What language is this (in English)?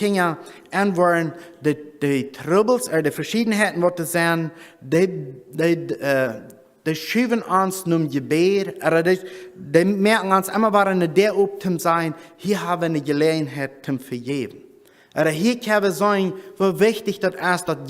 Plautdietsch